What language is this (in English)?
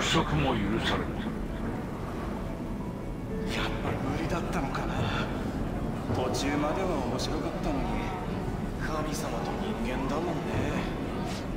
Japanese